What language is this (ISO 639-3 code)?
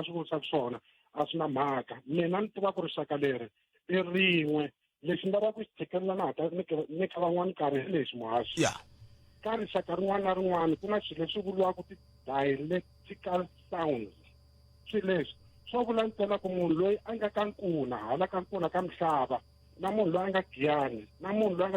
tso